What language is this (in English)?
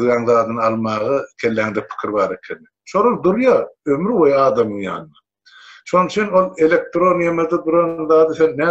Turkmen